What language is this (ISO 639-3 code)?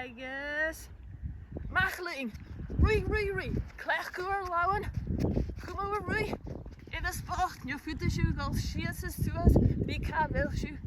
gla